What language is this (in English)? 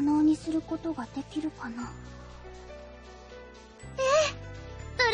Japanese